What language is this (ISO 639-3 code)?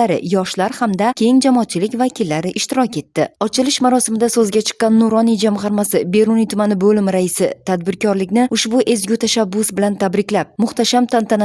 uzb